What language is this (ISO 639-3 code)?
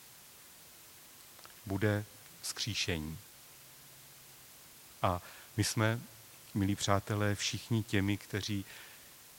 ces